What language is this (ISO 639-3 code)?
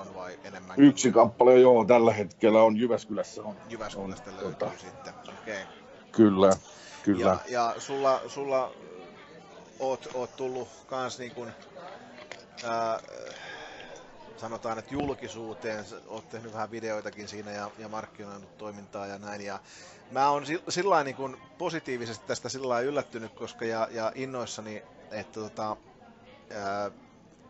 fin